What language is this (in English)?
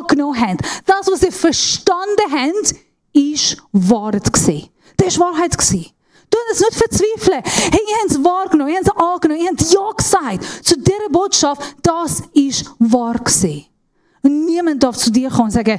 Swiss German